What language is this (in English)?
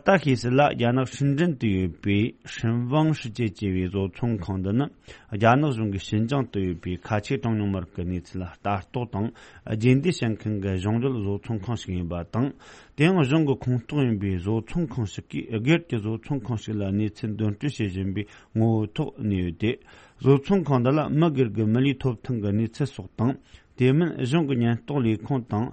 Tibetan